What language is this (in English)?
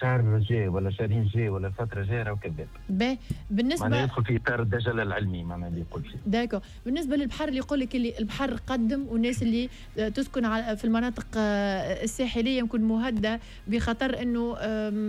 Tunisian Arabic